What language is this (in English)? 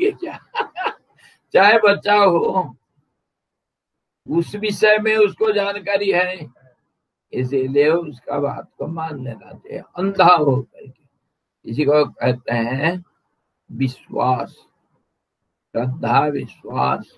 Hindi